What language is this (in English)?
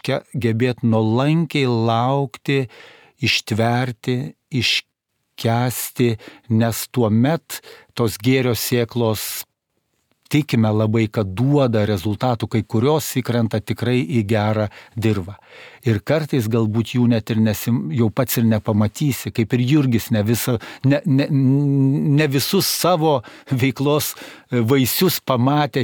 Lithuanian